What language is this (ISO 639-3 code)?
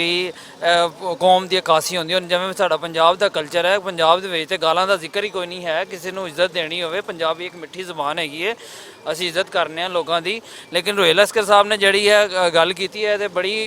lah